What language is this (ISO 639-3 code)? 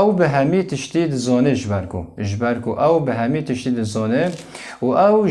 kur